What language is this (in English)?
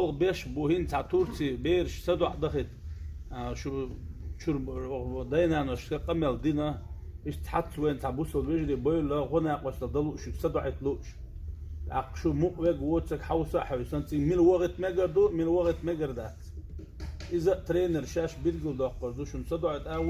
Chechen